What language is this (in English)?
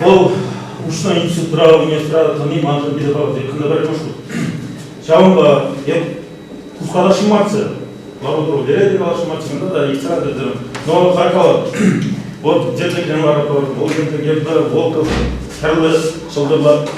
Chuvash